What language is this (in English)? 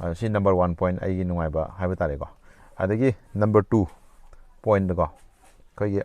Manipuri